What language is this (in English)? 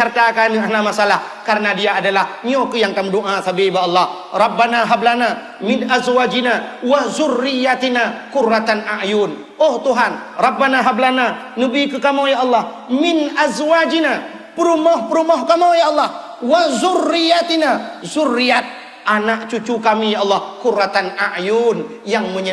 Achinese